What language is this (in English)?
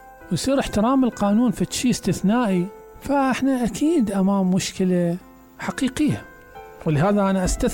Mesopotamian Arabic